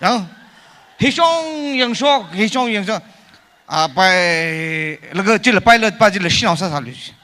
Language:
Tangkhul Naga (India)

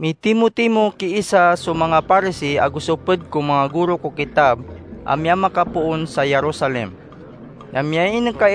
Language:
Maranao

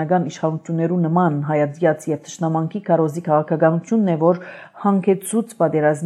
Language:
Armenian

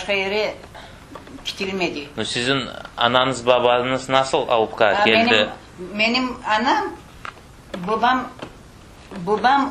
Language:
Crimean Tatar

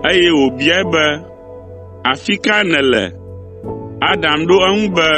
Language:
Ewe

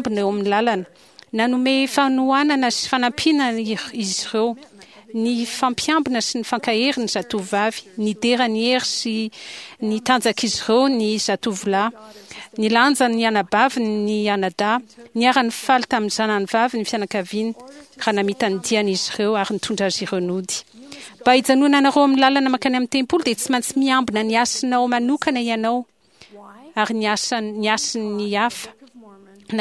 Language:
Malagasy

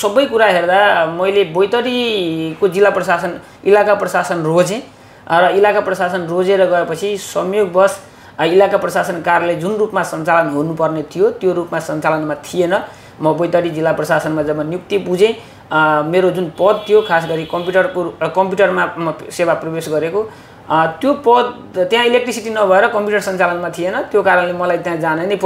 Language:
Nepali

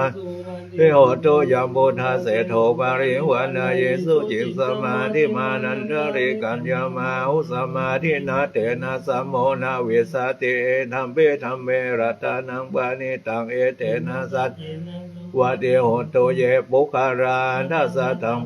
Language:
Pali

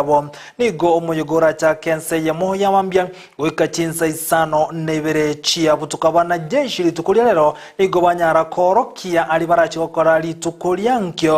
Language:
Gusii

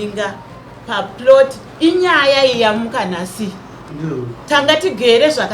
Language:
Shona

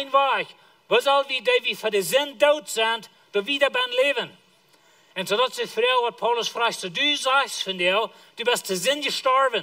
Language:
Plautdietsch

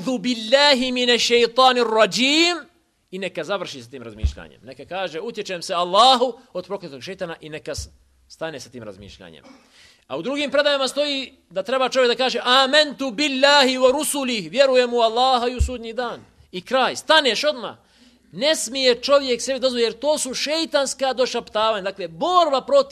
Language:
Bosnian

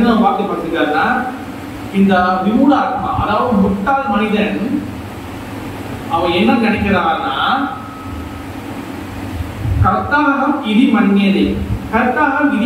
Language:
Tamil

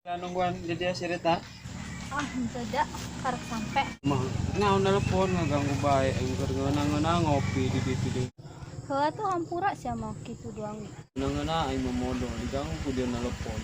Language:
Sundanese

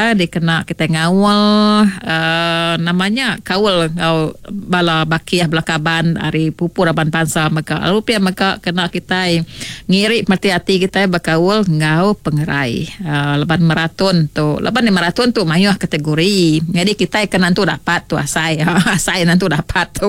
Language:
Iban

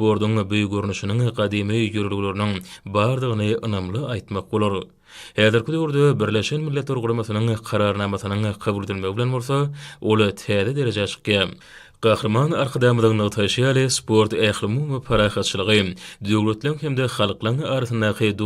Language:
Turkmen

